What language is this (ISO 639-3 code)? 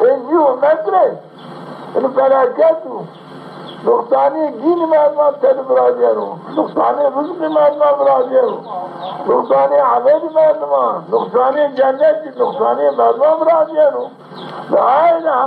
zza